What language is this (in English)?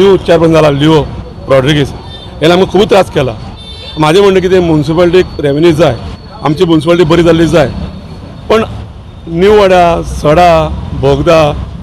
Konkani